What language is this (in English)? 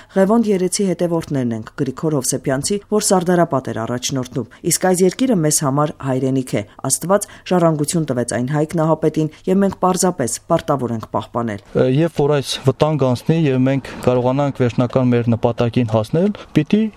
Armenian